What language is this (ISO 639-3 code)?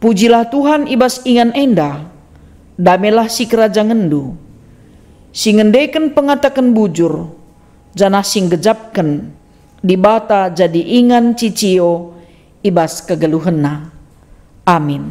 btx